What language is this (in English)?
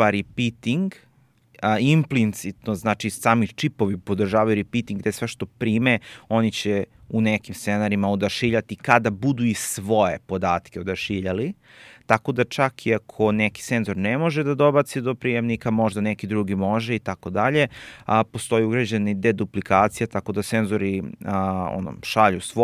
Serbian